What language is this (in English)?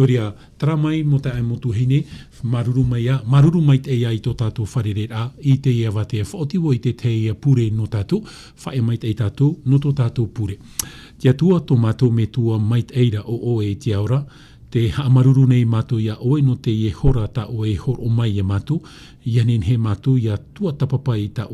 Tahitian